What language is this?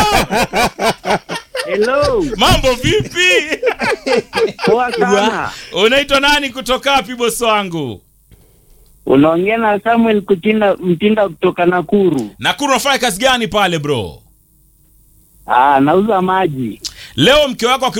Swahili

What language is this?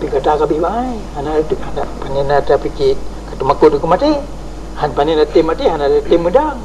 Achinese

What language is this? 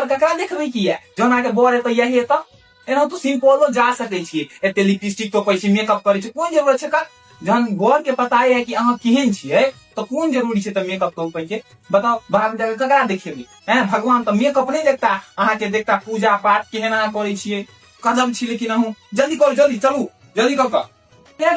Maithili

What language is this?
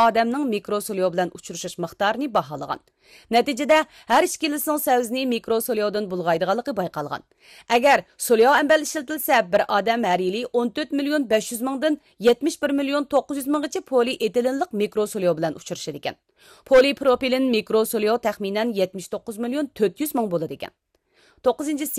Uyghur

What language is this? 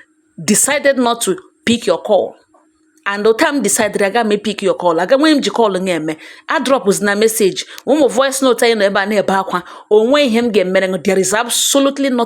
Igbo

